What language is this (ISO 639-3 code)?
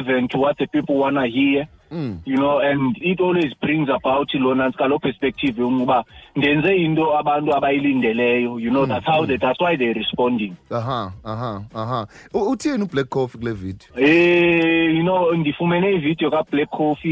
xho